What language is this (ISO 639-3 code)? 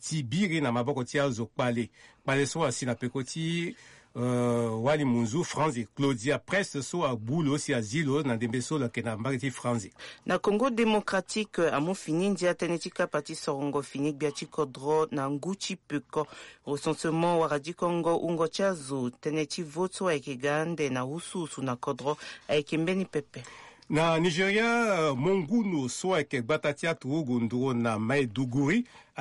sag